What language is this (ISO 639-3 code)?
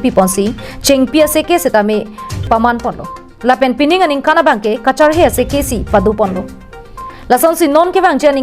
mjw